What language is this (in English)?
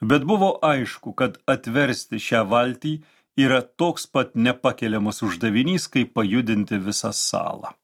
Lithuanian